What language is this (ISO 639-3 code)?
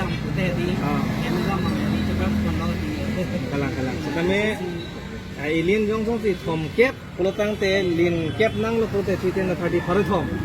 mjw